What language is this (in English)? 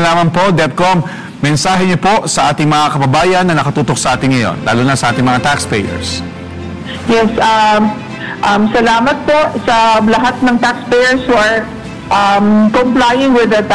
Filipino